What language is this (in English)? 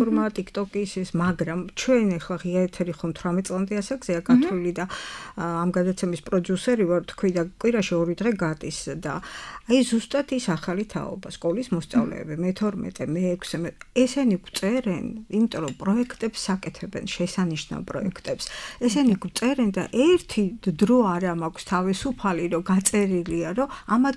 Georgian